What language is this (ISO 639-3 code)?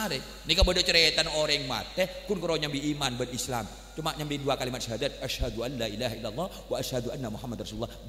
mad